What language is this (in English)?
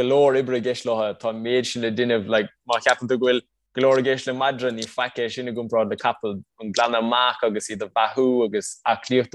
Irish